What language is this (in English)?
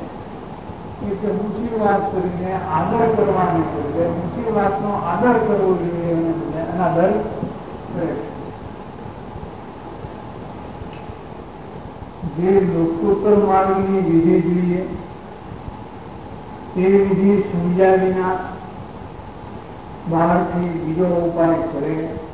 Gujarati